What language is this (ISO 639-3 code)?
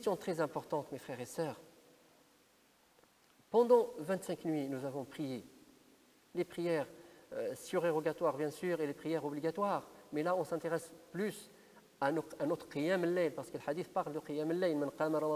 fra